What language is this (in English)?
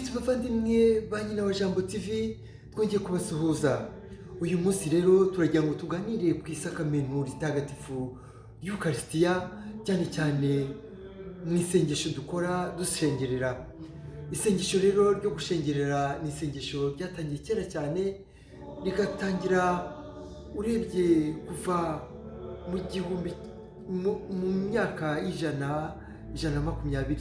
Kinyarwanda